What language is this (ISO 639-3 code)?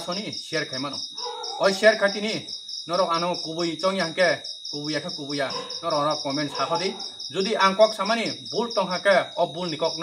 trp